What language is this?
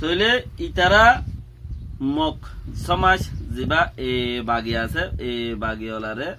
Rohingya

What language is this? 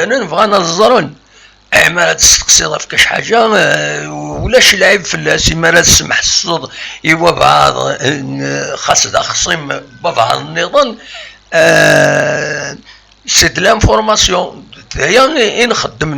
Kabyle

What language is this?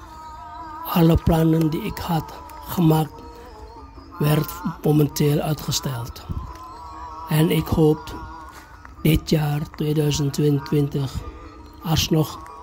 Dutch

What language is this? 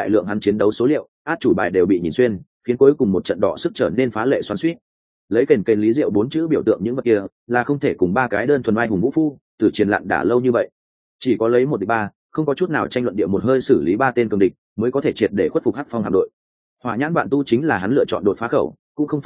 Vietnamese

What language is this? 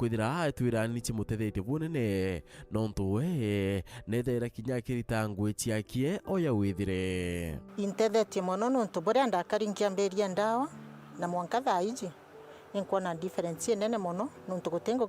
Meru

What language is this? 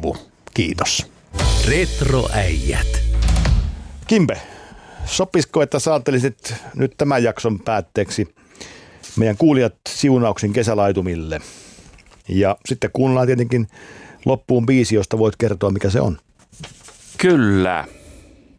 Finnish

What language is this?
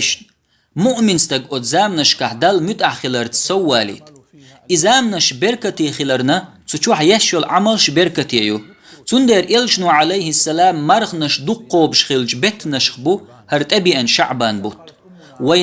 Chechen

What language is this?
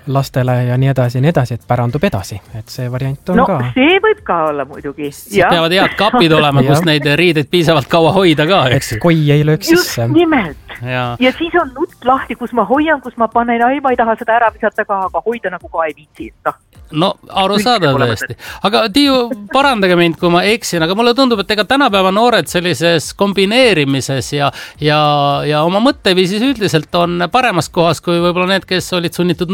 Estonian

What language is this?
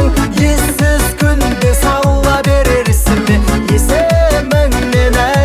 Kazakh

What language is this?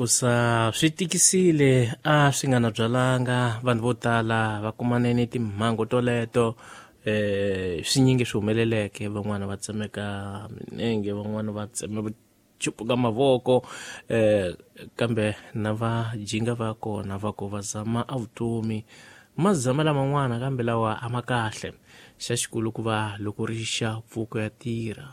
Tsonga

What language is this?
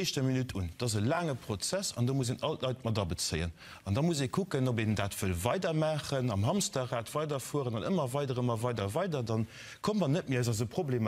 Luxembourgish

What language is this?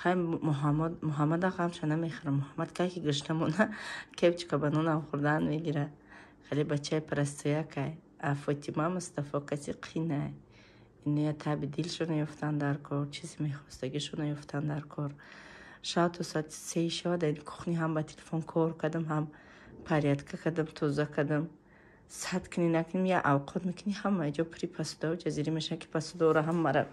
Tajik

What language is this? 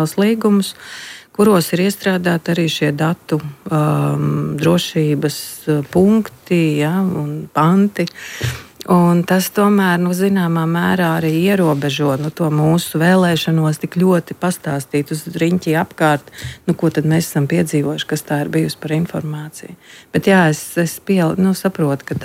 Latvian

